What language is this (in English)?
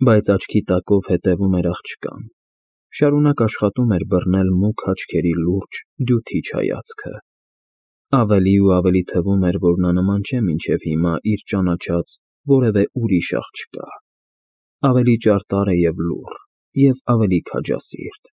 Armenian